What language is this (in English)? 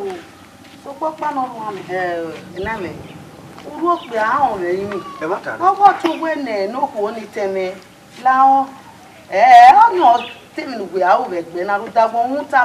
Bini